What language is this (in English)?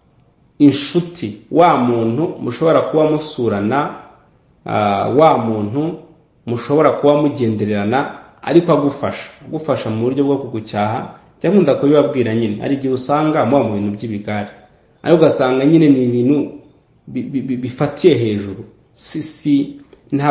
Kinyarwanda